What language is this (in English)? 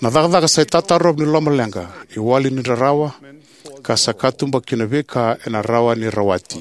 Fijian